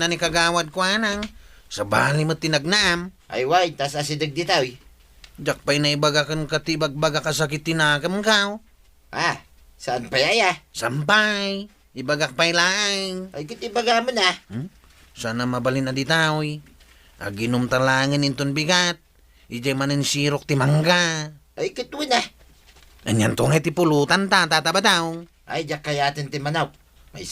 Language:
Iloko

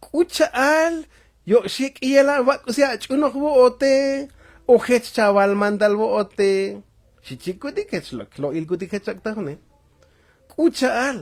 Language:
Tzotzil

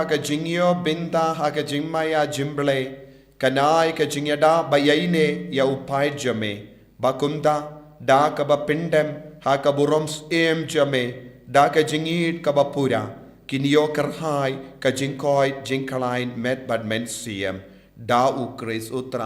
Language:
Khasi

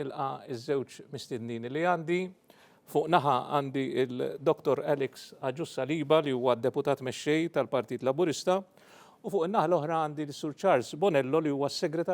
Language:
Maltese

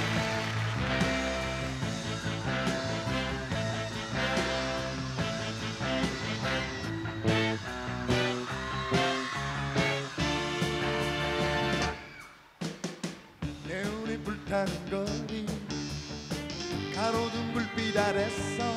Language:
Korean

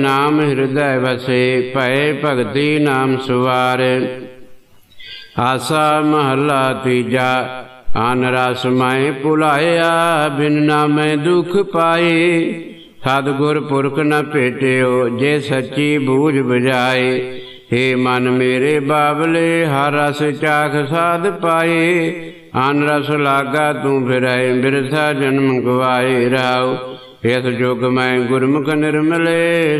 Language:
Punjabi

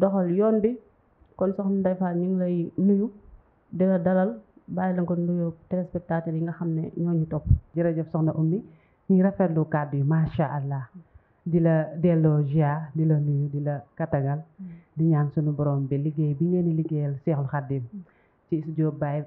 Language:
Wolof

